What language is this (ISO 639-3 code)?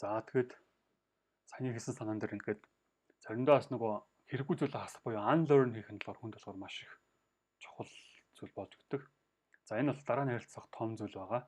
mon